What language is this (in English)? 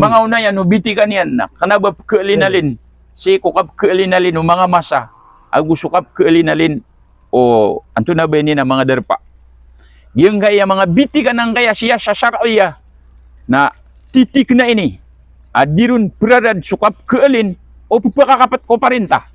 Maranao